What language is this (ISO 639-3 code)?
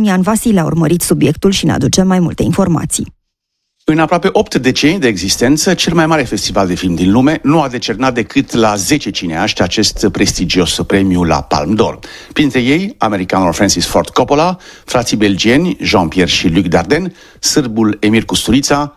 ron